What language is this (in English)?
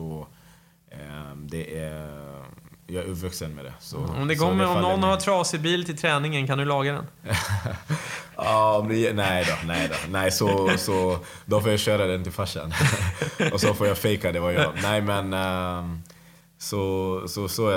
Swedish